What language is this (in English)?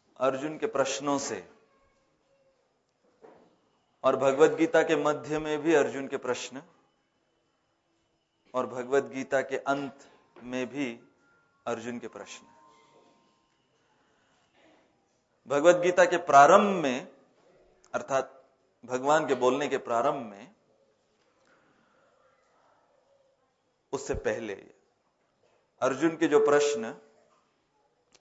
Hindi